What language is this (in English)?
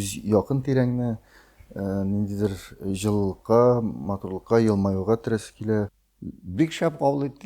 Tatar